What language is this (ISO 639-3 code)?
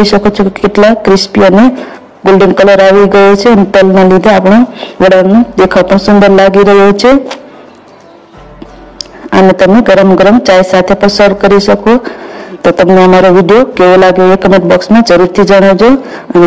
guj